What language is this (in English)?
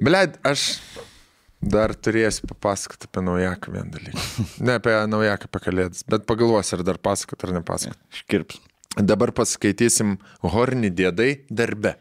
Lithuanian